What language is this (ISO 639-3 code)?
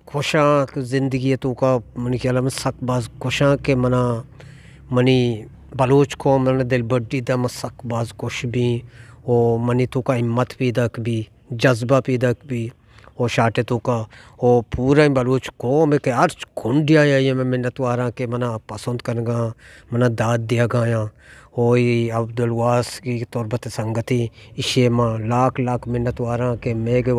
bgp